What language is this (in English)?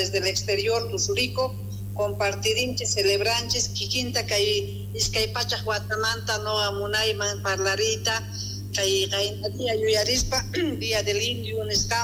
Quechua